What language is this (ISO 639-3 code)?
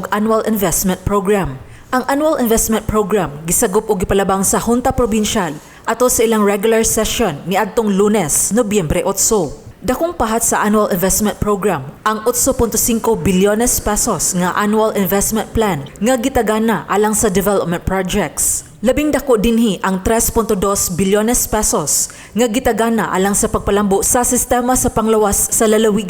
ceb